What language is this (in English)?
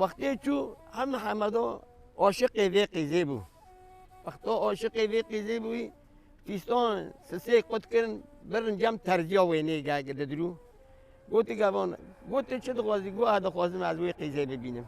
Kurdish